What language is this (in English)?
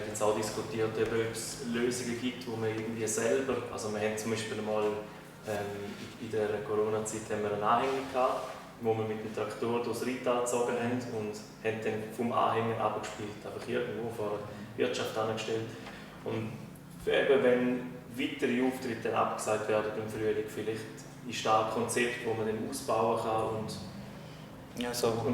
Swiss German